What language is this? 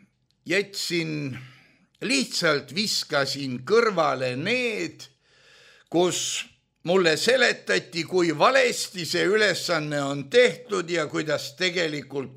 Estonian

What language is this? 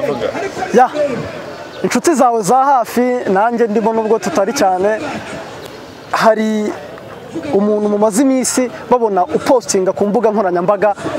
Kinyarwanda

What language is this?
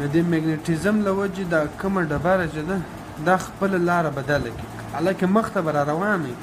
Pashto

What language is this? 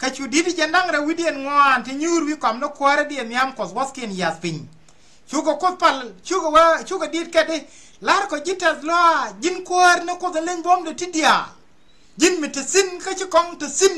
Nuer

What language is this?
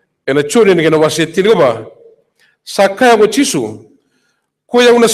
Fijian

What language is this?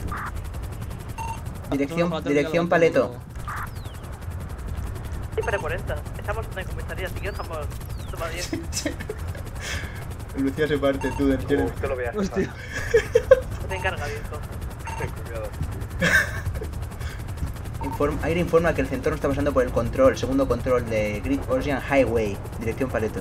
Spanish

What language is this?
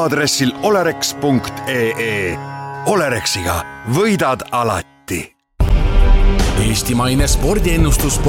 Estonian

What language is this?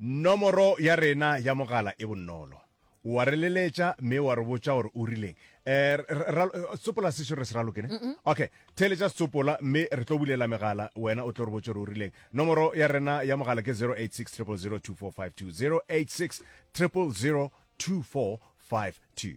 Northern Sotho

